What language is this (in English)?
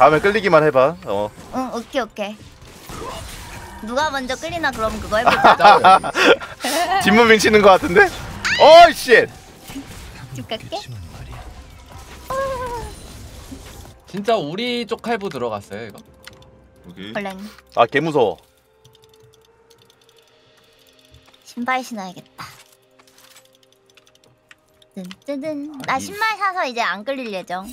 Korean